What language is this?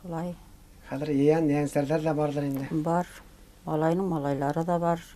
Bashkir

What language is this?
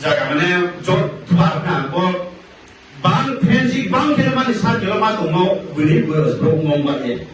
Riang (India)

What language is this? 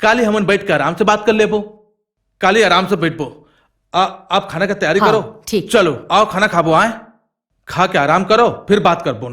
Chhattisgarhi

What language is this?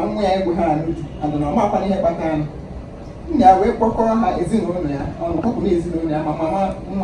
Igbo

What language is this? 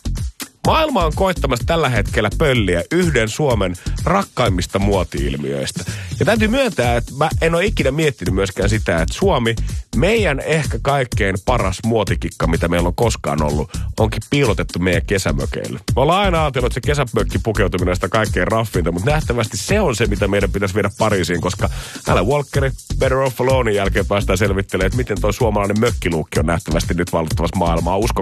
Finnish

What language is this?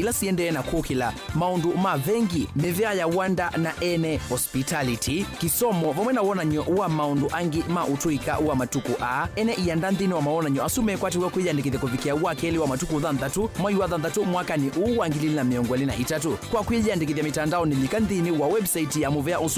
Kamba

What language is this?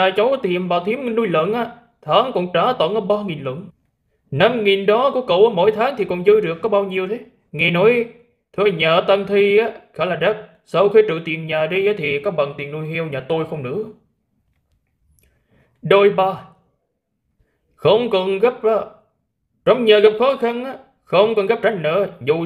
Vietnamese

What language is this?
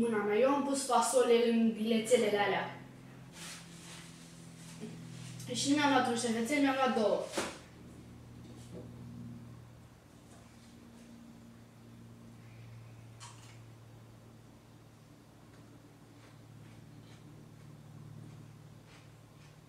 Romanian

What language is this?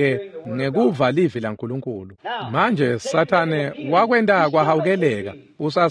Swati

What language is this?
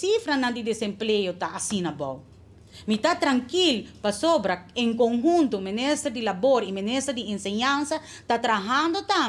Papiamento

